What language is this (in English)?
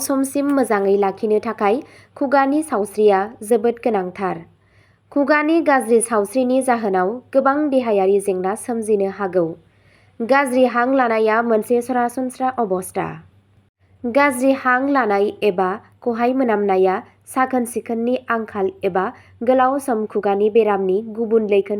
Bodo